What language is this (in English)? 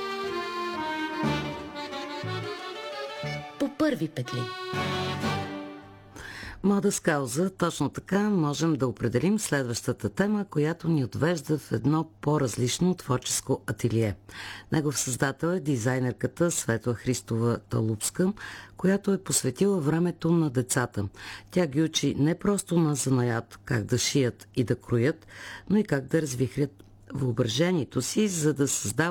Bulgarian